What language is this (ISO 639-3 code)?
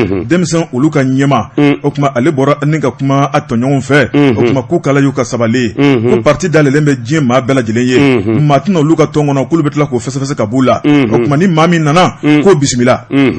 bam